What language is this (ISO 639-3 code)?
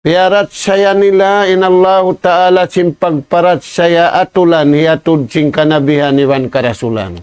tsg